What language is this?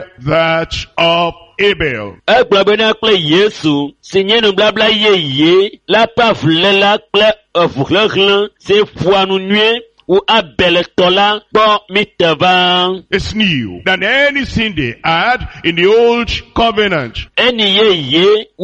Ewe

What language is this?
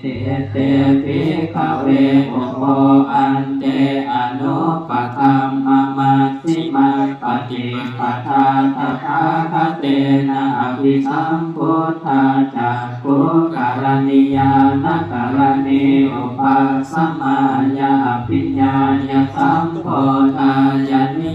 Pali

